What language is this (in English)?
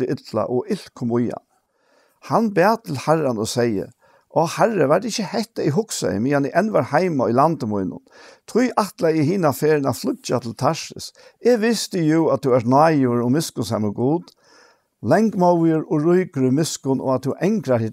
Faroese